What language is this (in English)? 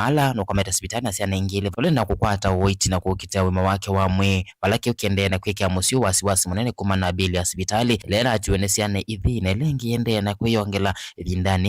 Kamba